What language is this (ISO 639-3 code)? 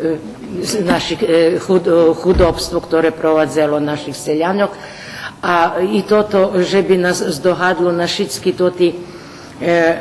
rue